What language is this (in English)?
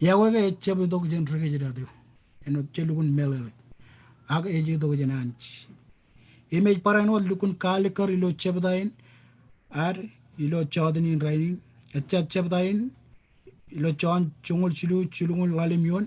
Marshallese